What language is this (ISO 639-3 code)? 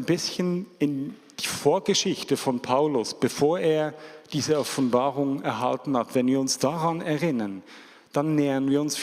gsw